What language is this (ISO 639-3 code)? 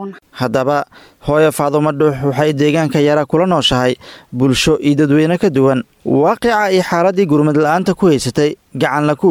som